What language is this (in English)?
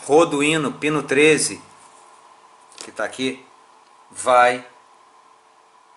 Portuguese